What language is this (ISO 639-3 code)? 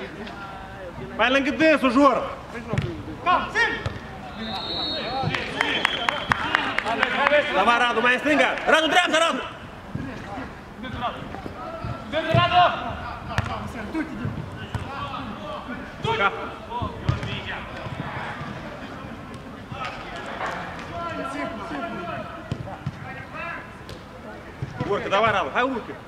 ron